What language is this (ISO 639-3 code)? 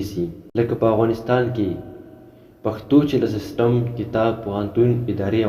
pus